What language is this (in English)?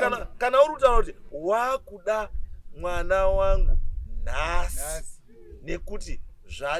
Shona